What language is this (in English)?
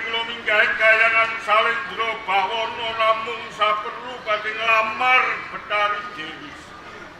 Javanese